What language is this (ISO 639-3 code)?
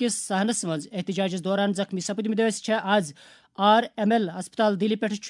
kas